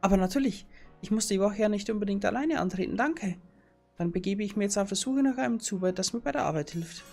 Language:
Bavarian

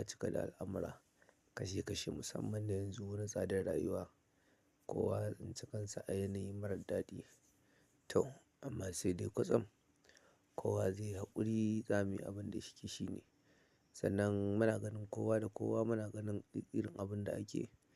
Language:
Hausa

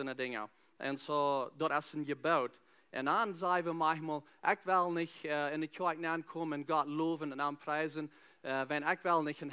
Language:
Plautdietsch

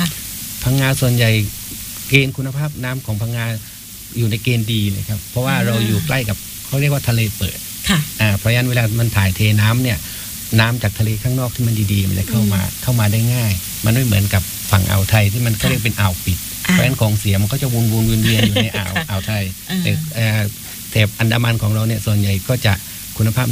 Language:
Thai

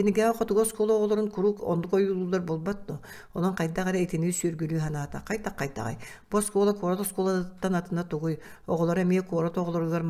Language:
Yakut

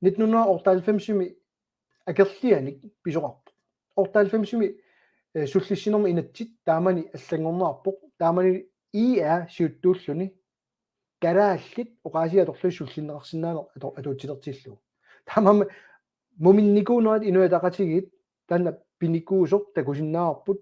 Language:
Kalaallisut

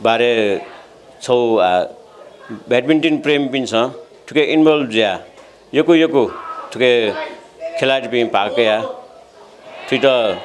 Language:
Newari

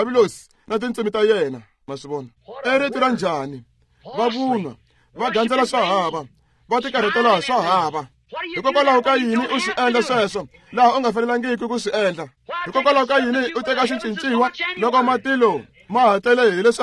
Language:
Tsonga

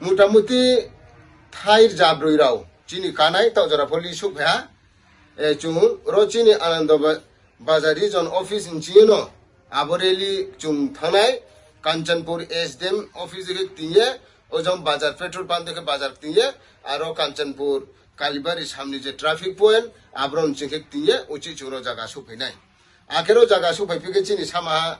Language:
Riang (India)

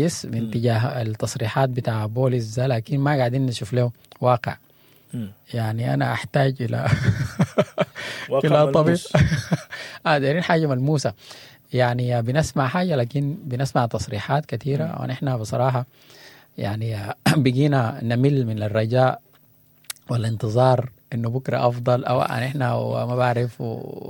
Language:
Sudanese Arabic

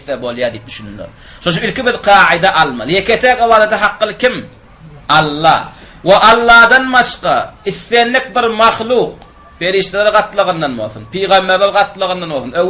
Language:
Turkmen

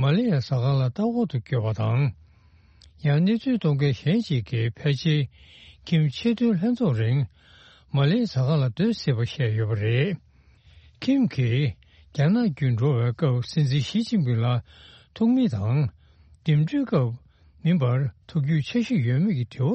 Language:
Tibetan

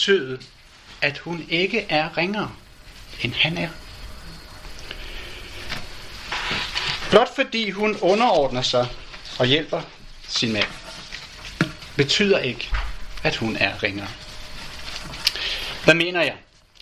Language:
Danish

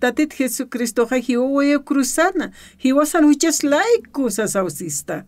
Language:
Aymara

